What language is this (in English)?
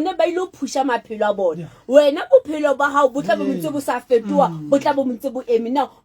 Southern Sotho